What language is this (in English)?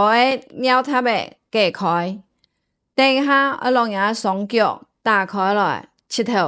Hakka Chinese